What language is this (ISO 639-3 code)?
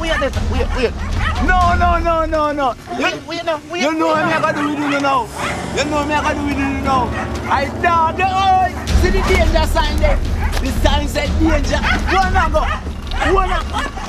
jam